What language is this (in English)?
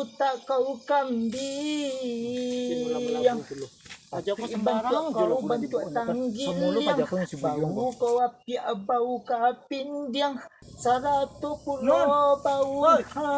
Minangkabau